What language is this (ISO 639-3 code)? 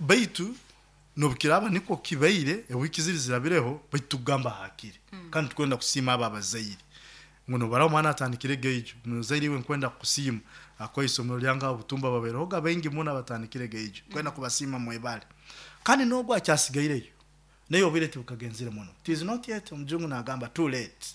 nyo